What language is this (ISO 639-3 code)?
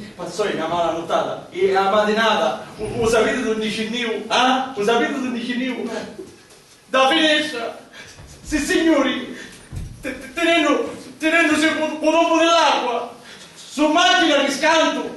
scn